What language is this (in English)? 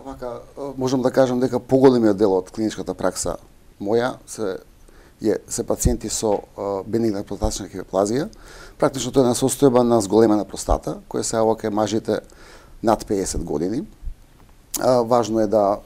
Macedonian